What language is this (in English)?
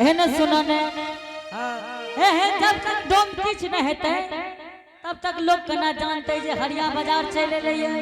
Angika